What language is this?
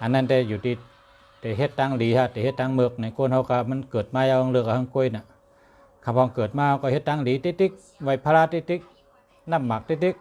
Shan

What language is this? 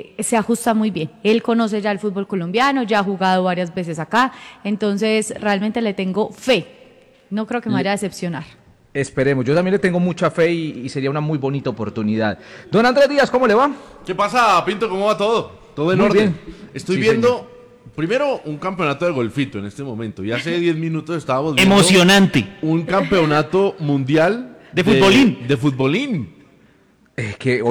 Spanish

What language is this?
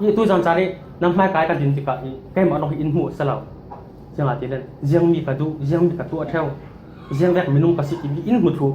Falam Chin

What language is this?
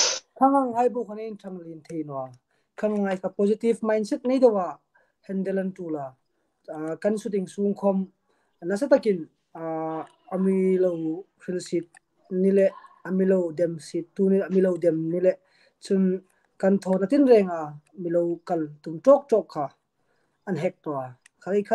Hmar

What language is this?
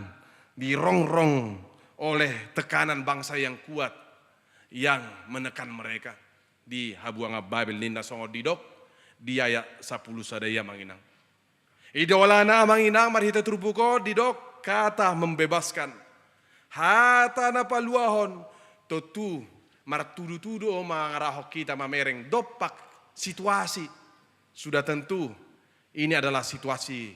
Batak Toba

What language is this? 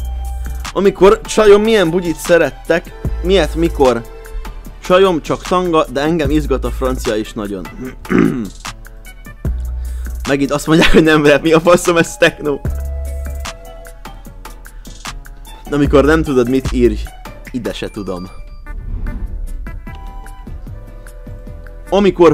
Hungarian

